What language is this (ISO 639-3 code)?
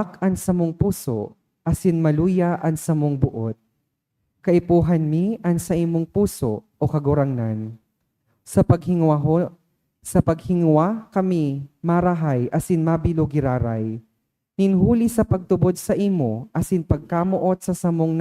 bik